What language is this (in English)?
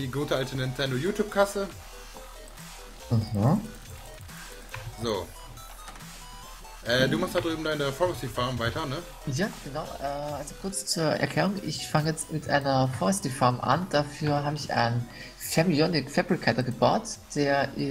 German